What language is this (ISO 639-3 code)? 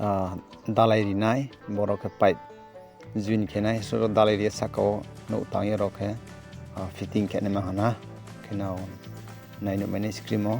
ria